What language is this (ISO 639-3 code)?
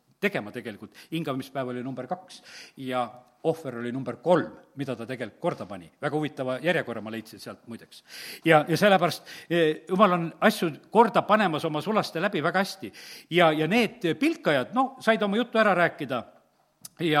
est